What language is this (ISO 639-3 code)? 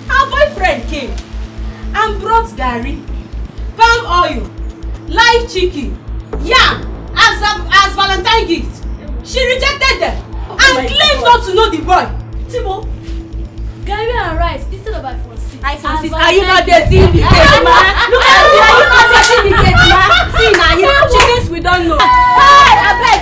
pcm